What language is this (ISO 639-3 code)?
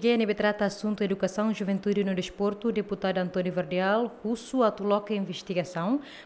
tet